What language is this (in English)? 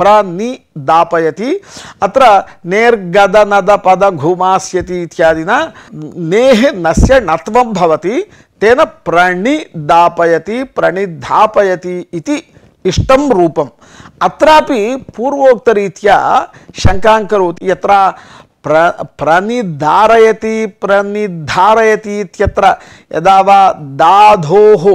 Sanskrit